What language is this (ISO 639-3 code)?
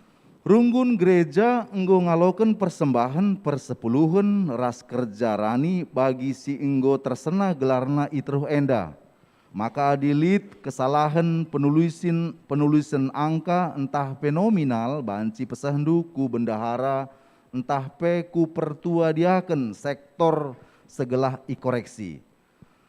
btx